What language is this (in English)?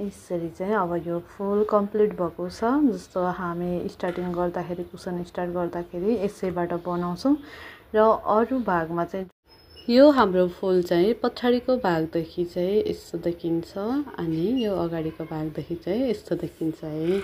Nepali